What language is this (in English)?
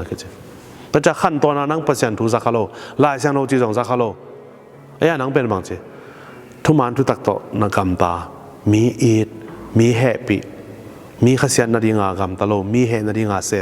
Tedim Chin